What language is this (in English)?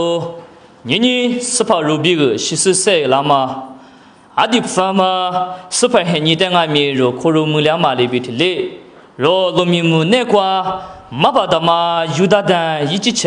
Lisu